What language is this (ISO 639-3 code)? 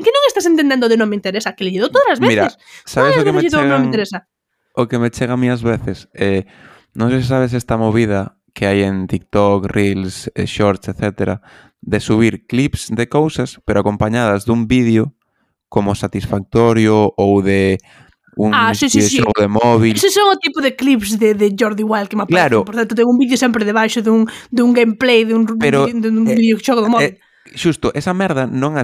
glg